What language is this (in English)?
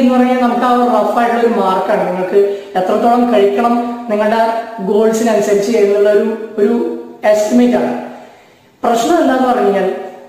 Malayalam